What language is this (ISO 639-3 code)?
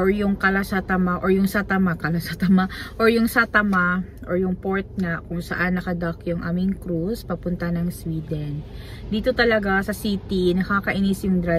fil